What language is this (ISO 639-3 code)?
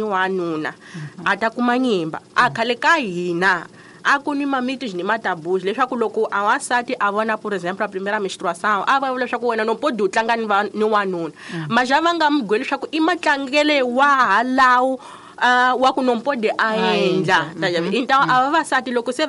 tso